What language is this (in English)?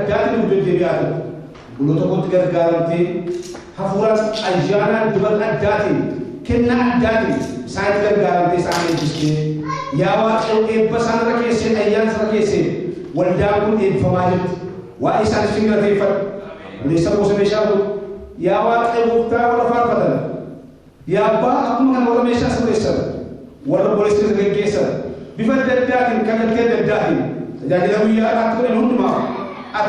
Oromo